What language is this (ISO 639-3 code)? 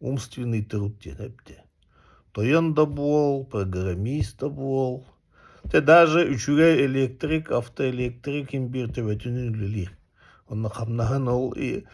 sah